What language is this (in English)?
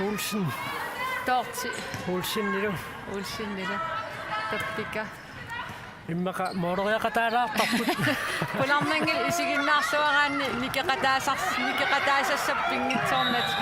Kalaallisut